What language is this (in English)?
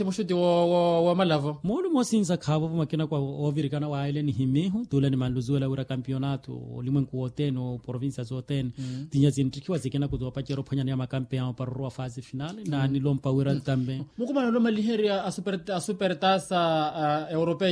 Makhuwa